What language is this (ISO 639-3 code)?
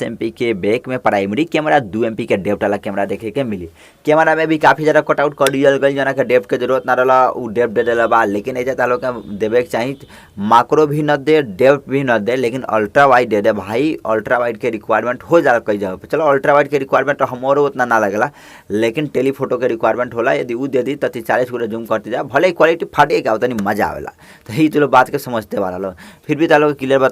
bho